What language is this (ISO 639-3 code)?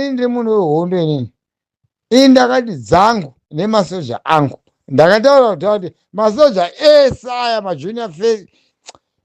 sna